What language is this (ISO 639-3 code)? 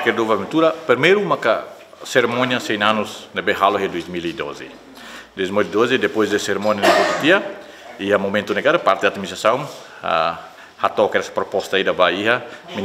tet